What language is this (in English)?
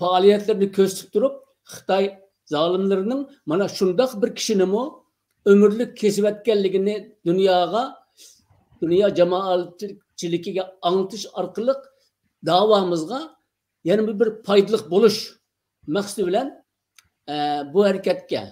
Uyghur